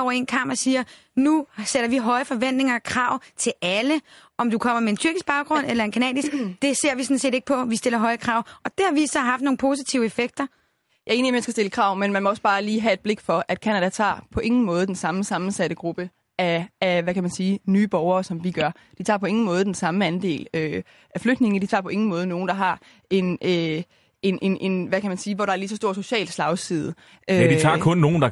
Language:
Danish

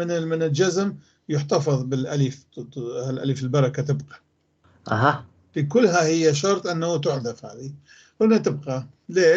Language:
North Levantine Arabic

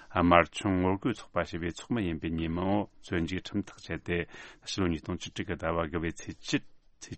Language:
Tibetan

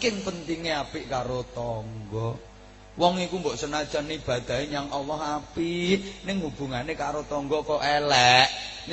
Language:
Javanese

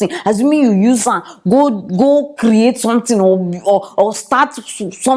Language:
Nigerian Pidgin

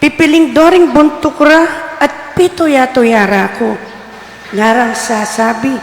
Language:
Pampanga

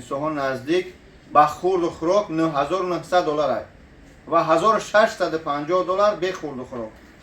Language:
Tajik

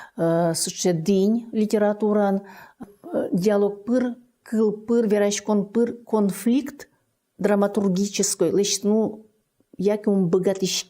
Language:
Udmurt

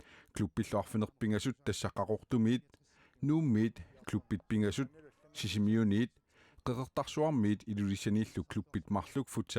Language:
Kalaallisut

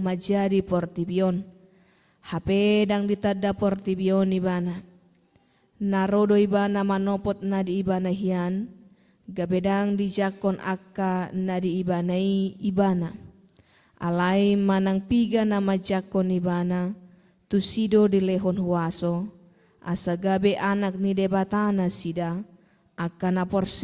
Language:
Batak Toba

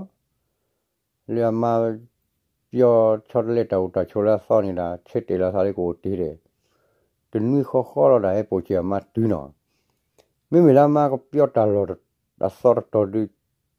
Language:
S'gaw Karen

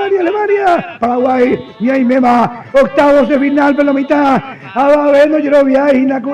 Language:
Guarani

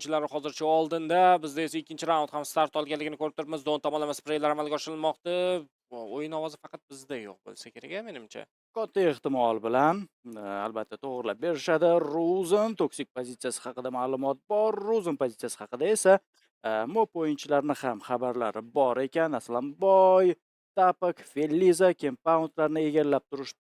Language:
Uzbek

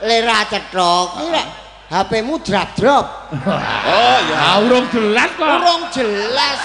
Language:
Javanese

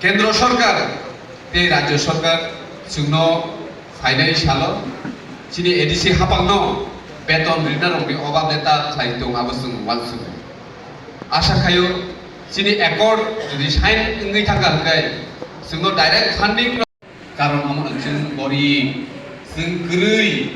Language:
Kok Borok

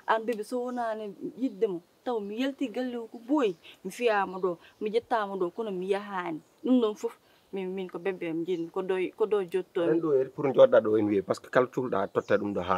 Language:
Fula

